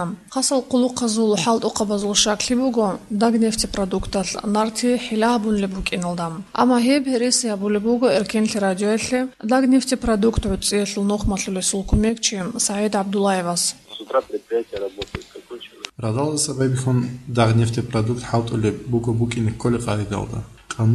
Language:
Avaric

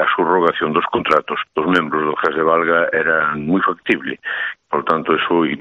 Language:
Galician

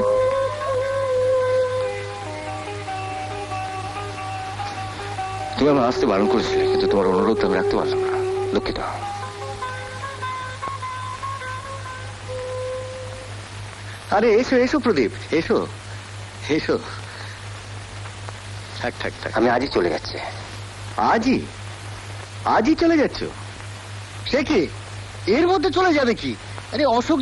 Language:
Bangla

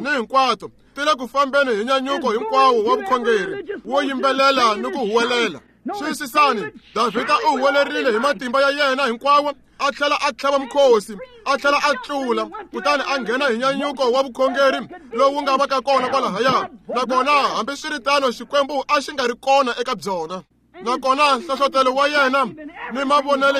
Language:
Tsonga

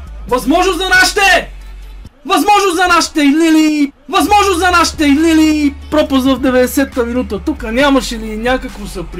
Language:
Bulgarian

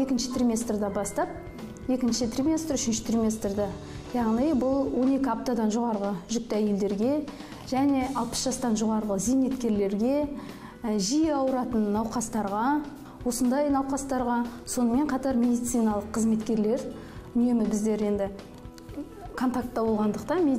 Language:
Kazakh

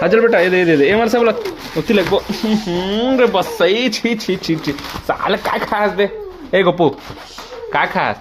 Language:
Chhattisgarhi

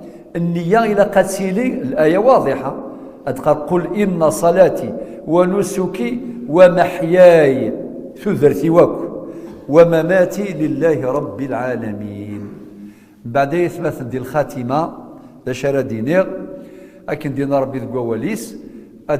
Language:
Kabyle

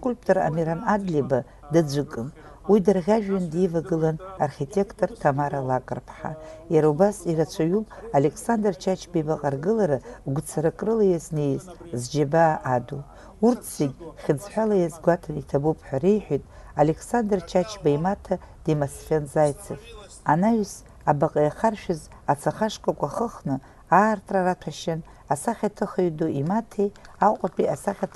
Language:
Abkhazian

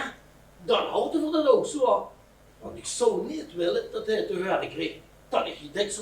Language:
Limburgish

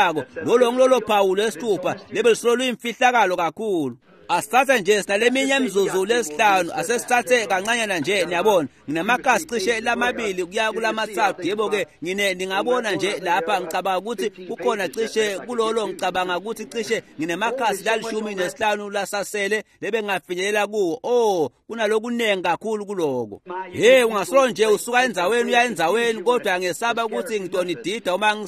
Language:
Swati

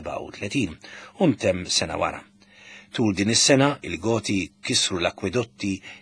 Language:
Maltese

